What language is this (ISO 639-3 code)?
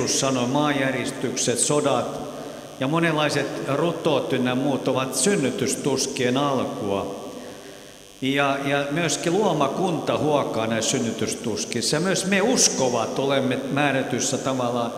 fin